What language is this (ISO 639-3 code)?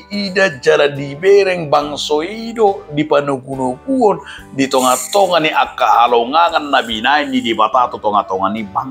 bbc